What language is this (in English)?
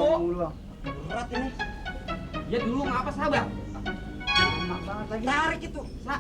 Betawi